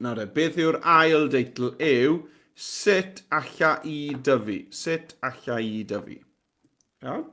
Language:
Welsh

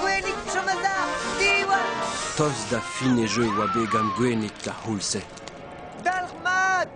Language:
Breton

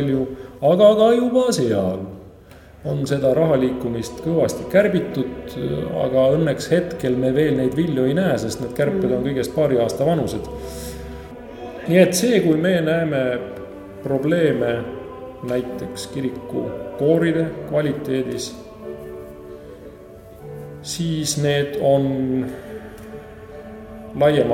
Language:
Estonian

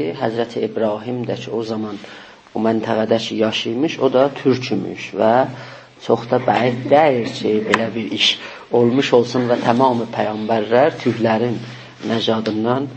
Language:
South Azerbaijani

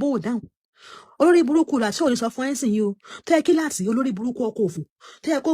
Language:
Yoruba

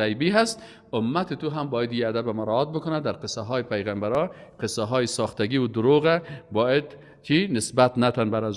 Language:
Persian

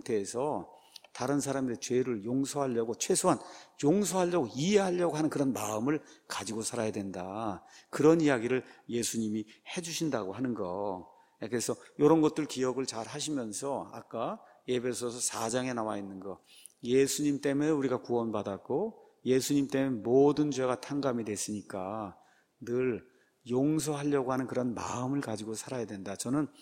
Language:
Korean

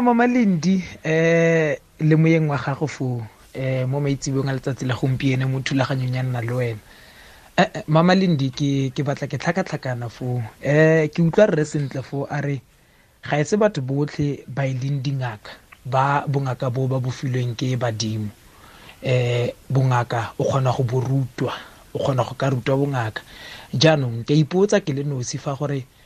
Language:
Tswana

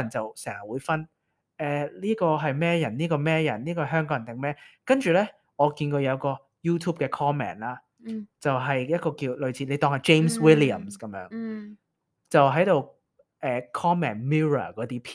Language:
Cantonese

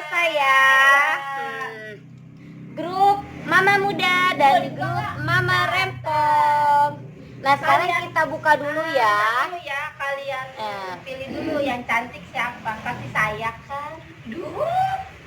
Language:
Betawi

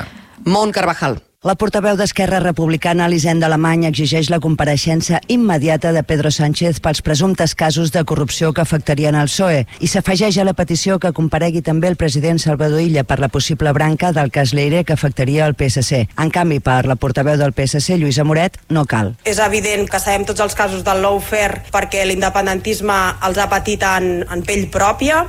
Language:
Catalan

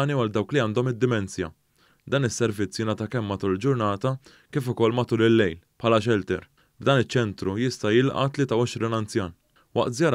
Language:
Maltese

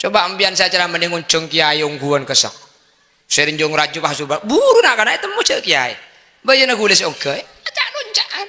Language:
Madurese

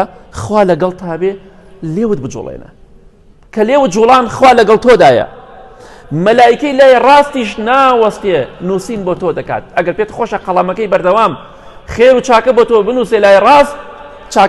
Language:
Central Kurdish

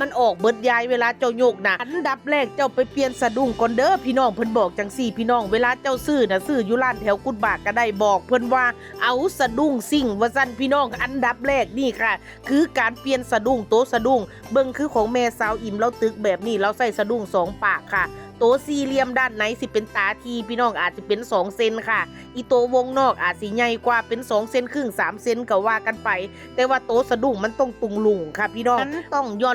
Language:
Northeastern Thai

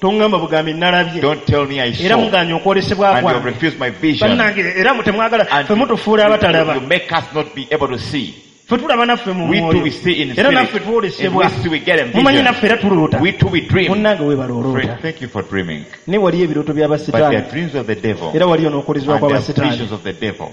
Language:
Ganda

